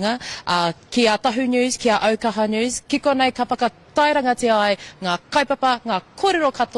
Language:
Māori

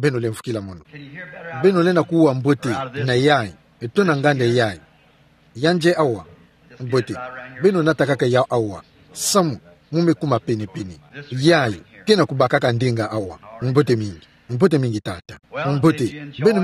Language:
Kituba (Democratic Republic of Congo)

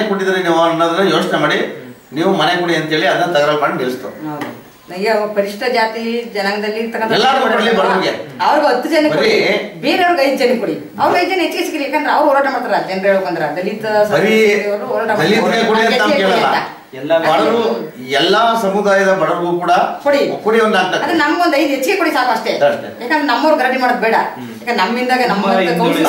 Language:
Kannada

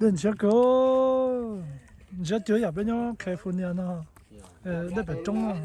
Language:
Hmong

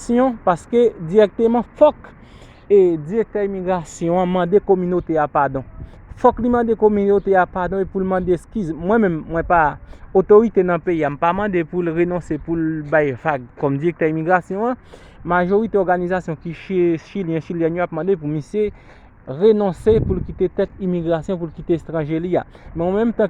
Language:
Haitian Creole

